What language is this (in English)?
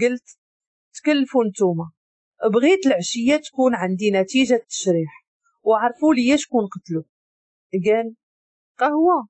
Moroccan Arabic